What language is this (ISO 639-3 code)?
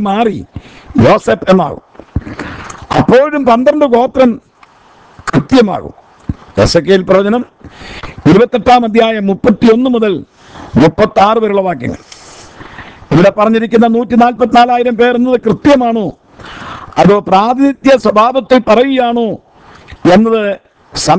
mal